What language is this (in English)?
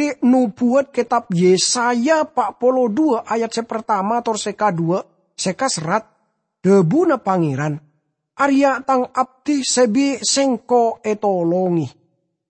Madurese